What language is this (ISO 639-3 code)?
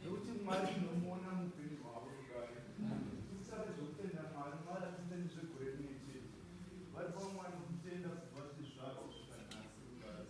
sna